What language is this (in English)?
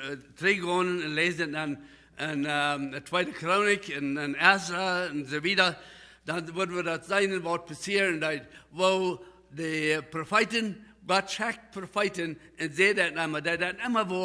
Plautdietsch